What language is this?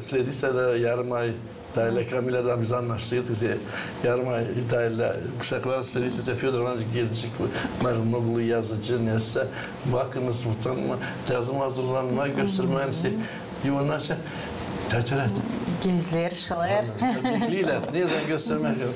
Gagauz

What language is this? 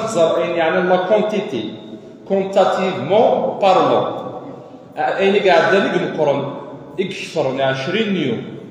Kabyle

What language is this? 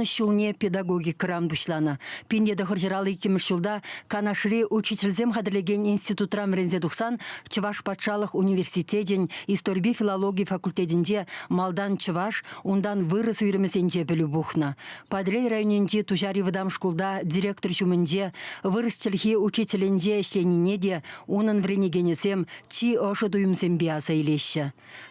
Chuvash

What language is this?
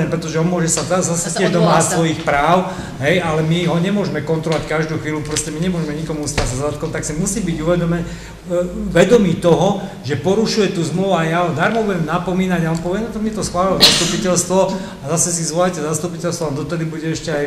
Slovak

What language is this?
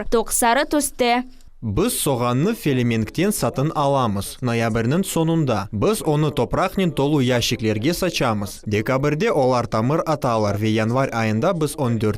Crimean Tatar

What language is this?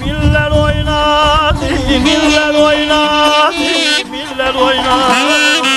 South Azerbaijani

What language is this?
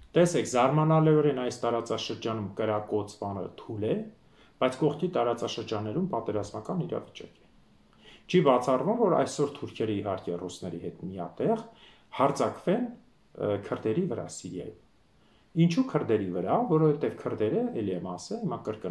Armenian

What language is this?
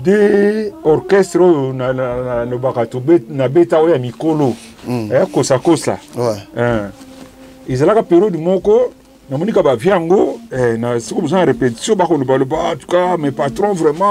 Lingala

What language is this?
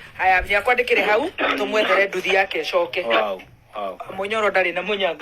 Kikuyu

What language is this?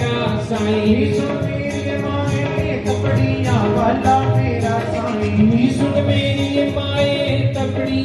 Dogri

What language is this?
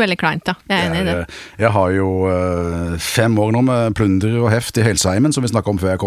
Norwegian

